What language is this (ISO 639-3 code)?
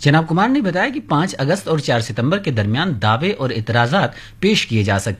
urd